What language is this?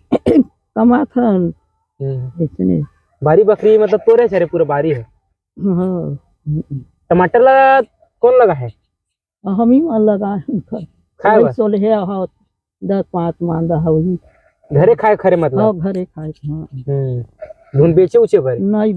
Chhattisgarhi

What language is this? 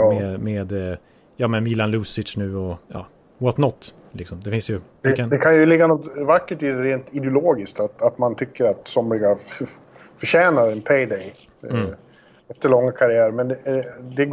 Swedish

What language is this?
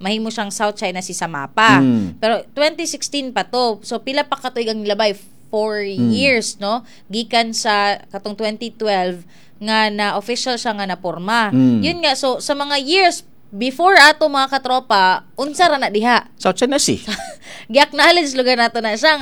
Cebuano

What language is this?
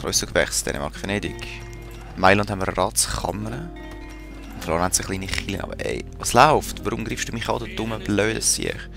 Swiss German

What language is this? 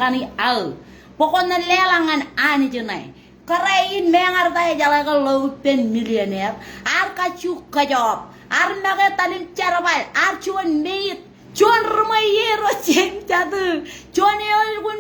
Marshallese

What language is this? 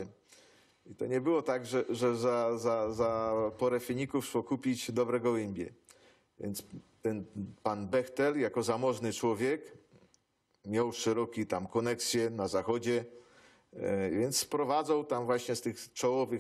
Silesian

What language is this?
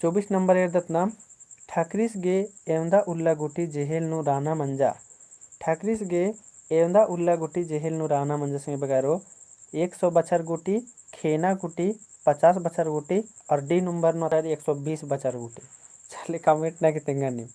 Kurukh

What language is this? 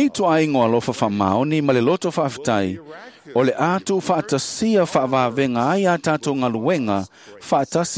Samoan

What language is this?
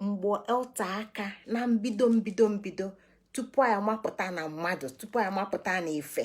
Igbo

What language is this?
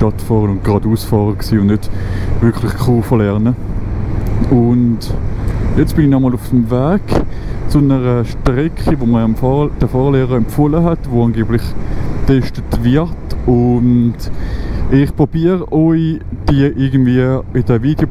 Swiss German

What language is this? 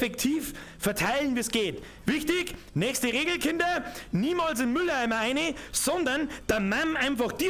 Bavarian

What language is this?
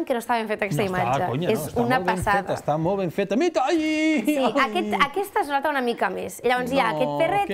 Catalan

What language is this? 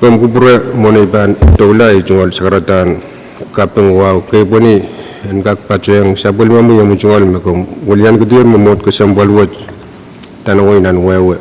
Pohnpeian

